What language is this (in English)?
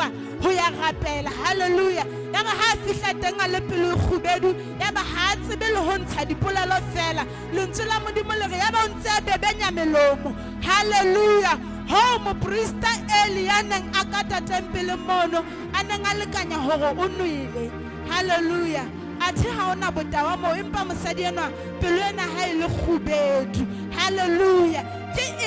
Southern Sotho